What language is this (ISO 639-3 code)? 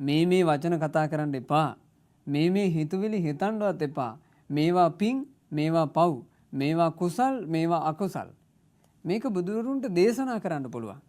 sin